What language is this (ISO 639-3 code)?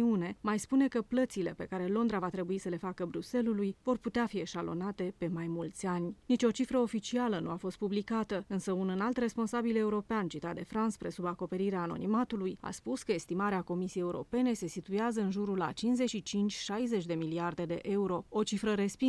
ron